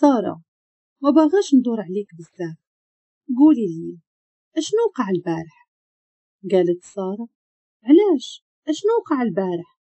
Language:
Moroccan Arabic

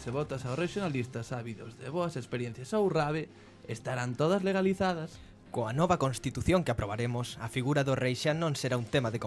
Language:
Galician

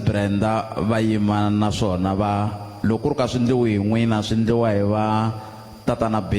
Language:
Tsonga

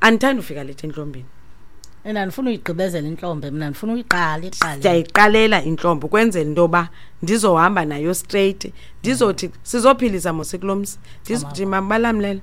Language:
Xhosa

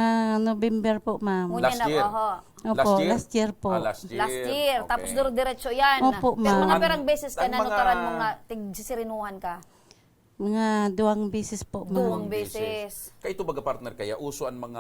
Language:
Bikol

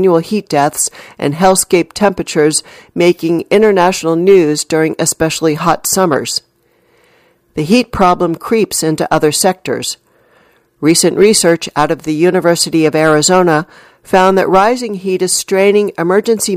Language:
English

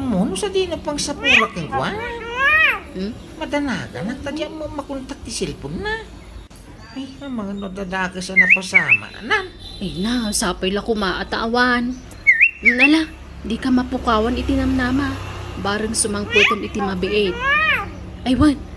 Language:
Iloko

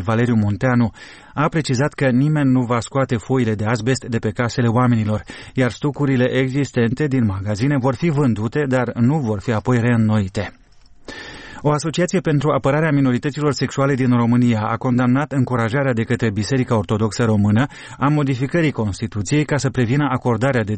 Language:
Romanian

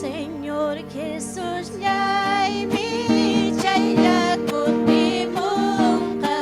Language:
Ayacucho Quechua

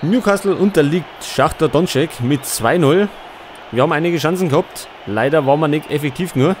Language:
Bavarian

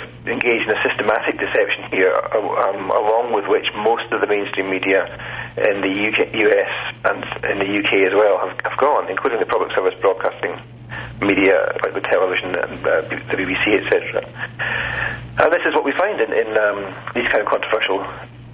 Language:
English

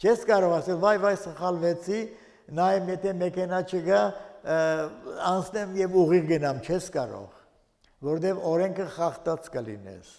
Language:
Armenian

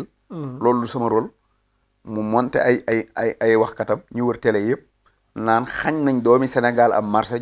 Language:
Wolof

